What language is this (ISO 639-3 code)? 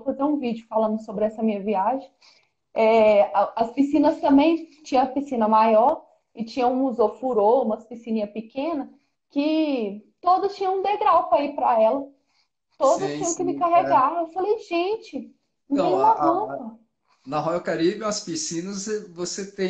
por